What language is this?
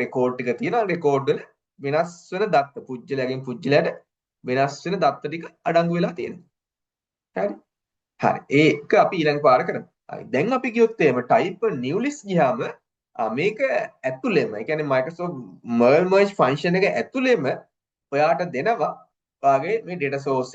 Sinhala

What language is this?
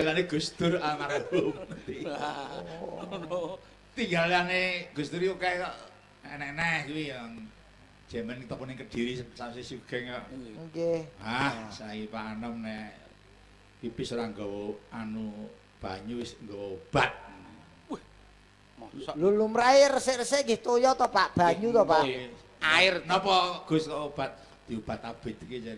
Javanese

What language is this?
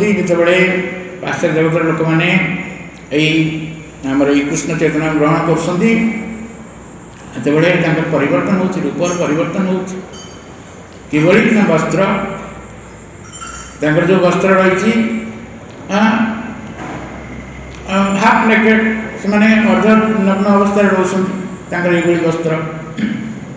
Odia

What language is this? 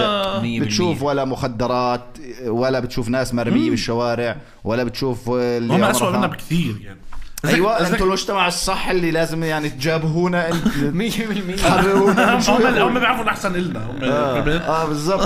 North Levantine Arabic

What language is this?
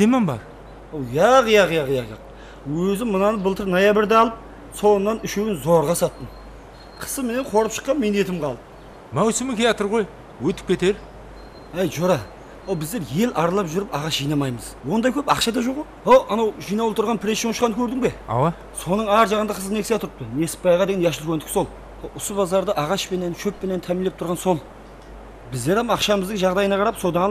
Kara-Kalpak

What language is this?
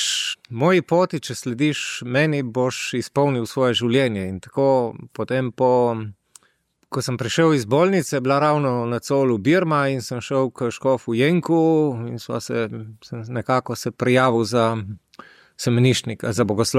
Slovenian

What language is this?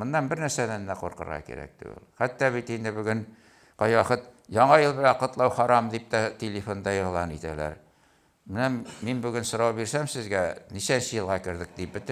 Tatar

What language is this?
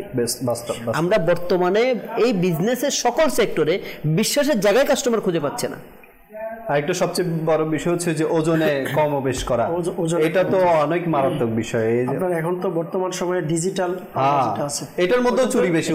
Bangla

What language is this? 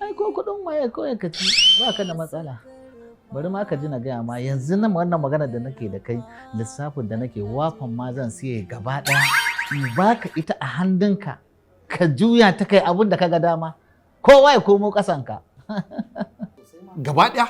Hausa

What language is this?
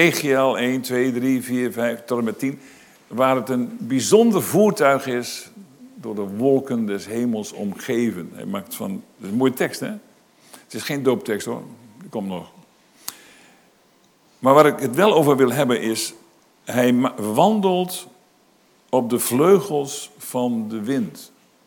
Dutch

